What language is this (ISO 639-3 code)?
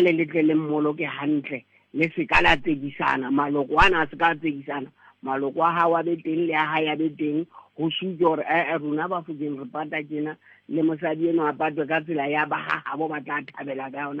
sot